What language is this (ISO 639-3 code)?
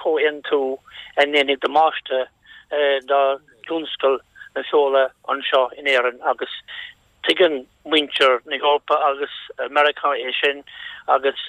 gle